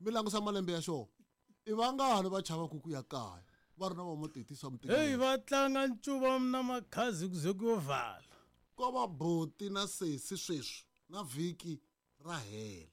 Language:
Tsonga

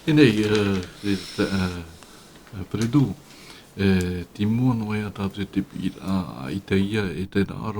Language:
Tahitian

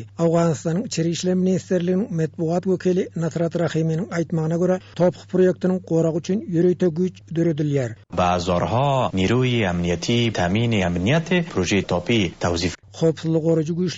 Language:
Turkmen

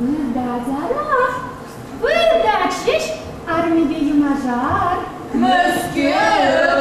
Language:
Chuvash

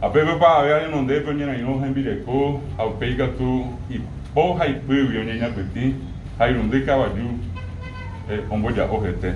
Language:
Guarani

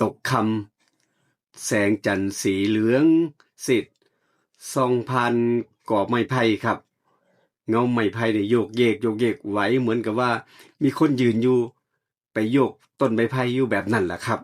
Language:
Northeastern Thai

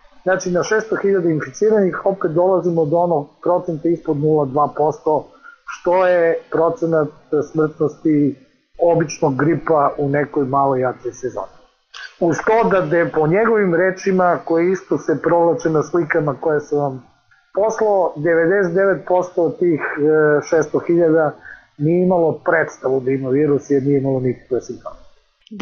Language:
Serbian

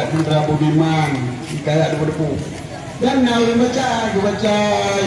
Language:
Achinese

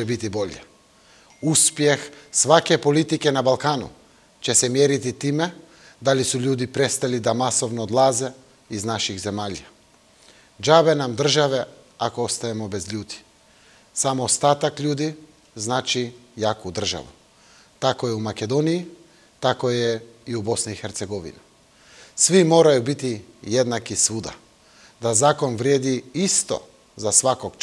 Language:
Bosnian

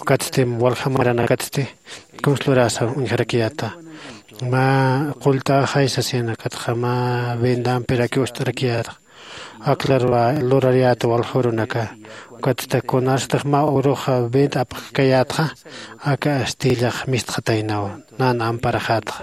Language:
Aymara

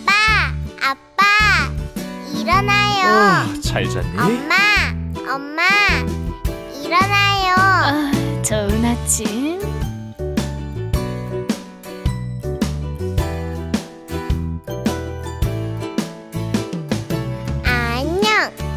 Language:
Korean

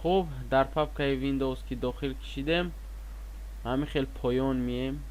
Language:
Tajik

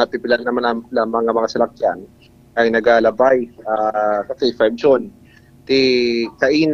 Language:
Hiligaynon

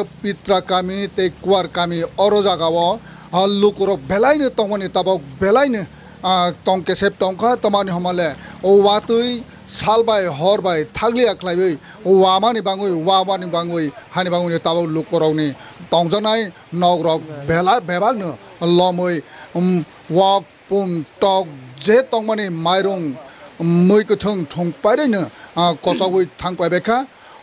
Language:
Kok Borok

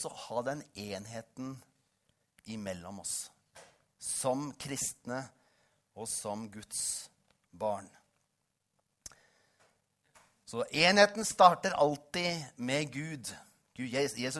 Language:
Norwegian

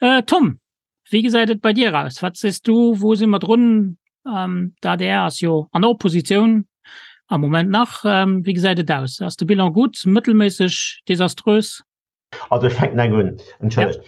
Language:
Luxembourgish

